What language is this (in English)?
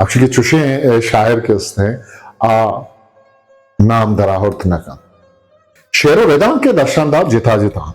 Eastern Balochi